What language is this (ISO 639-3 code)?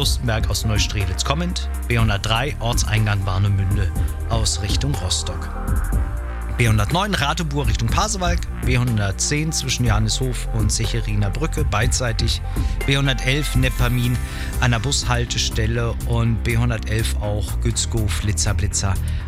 deu